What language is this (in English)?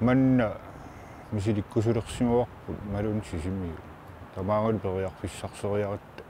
Kalaallisut